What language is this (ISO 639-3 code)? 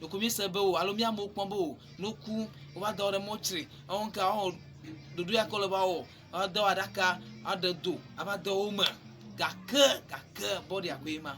ewe